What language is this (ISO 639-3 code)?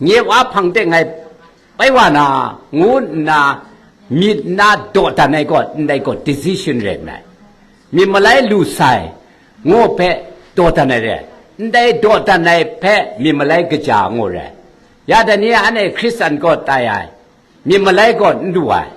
kac